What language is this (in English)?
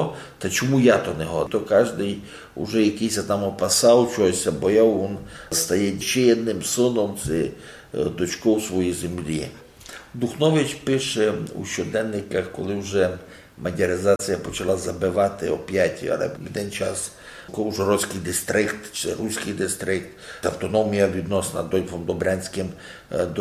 Rusyn